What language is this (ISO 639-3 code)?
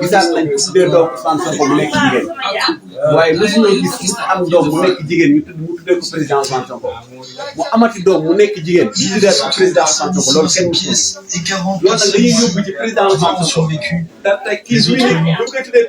wol